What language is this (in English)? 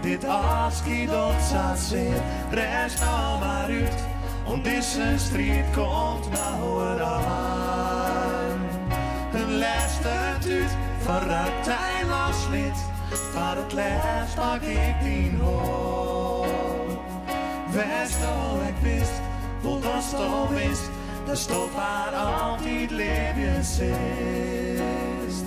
Western Frisian